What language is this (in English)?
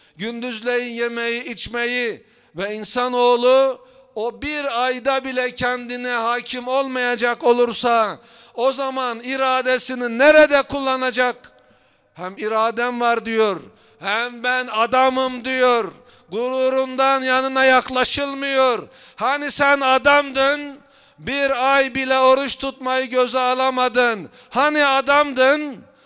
Turkish